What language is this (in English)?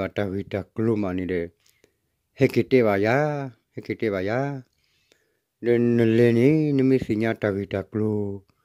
S'gaw Karen